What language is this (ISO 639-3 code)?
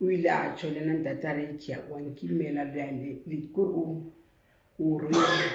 sot